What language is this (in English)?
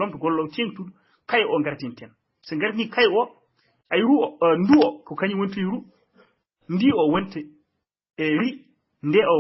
Fula